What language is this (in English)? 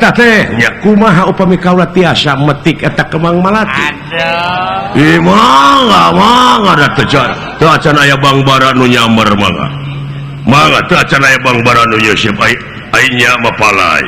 Sundanese